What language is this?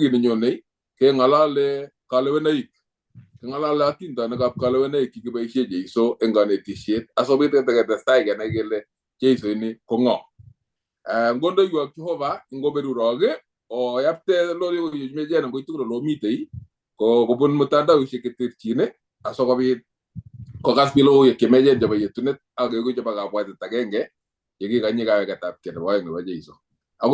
Kalenjin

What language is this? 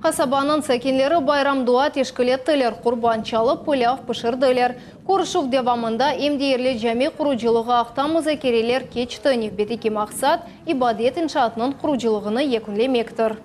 Crimean Tatar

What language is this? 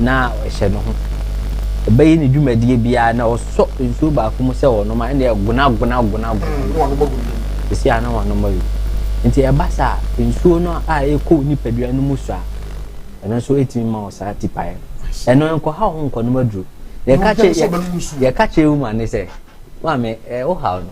Akan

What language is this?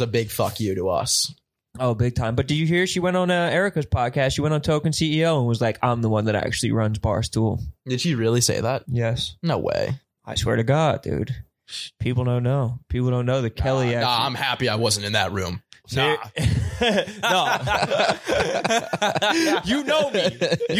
English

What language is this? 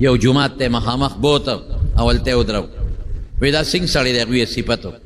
Pashto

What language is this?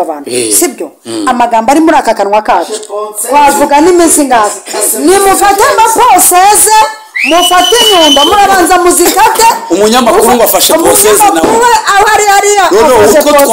Kinyarwanda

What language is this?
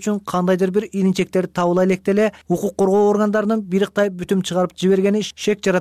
Kyrgyz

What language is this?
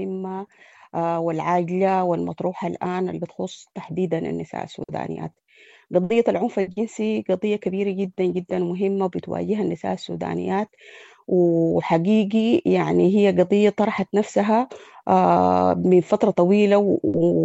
Sudanese Arabic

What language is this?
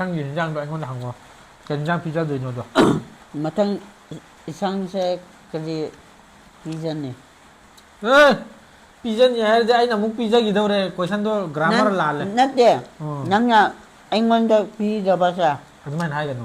Manipuri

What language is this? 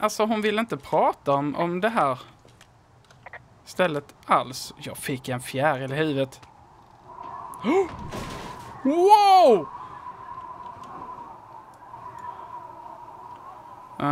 Swedish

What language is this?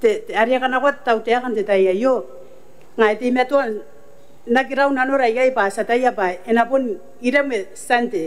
Gilbertese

